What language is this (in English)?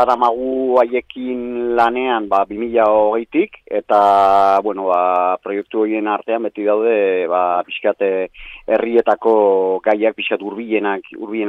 Basque